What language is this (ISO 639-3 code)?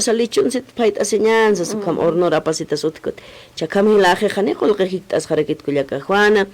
aym